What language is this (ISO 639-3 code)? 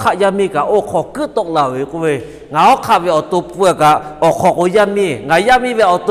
lhu